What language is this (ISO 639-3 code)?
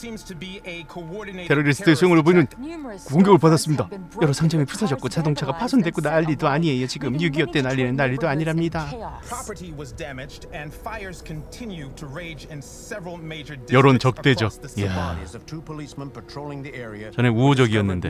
kor